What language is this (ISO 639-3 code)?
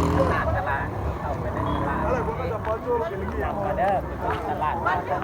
lao